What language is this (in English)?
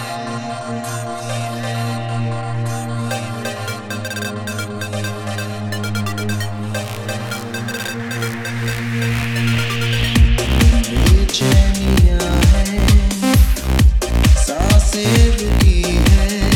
Hindi